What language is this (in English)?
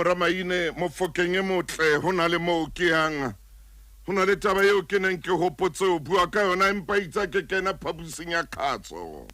Southern Sotho